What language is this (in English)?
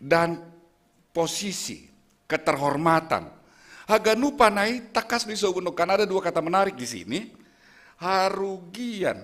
Batak Simalungun